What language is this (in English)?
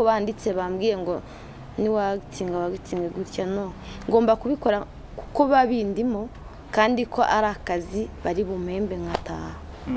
Kinyarwanda